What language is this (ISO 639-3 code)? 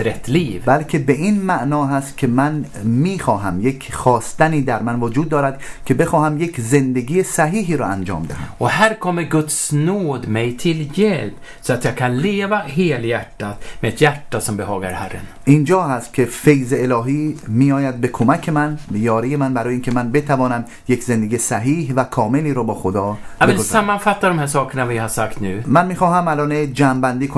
fas